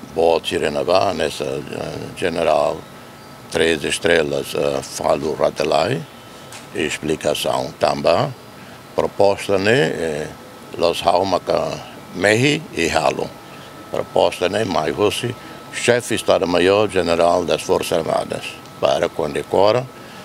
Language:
Tetum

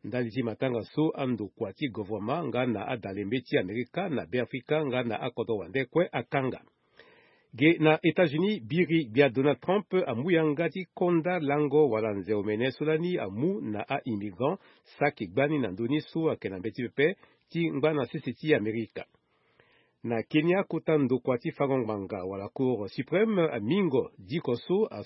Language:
Sango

